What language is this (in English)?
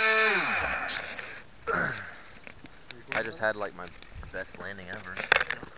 English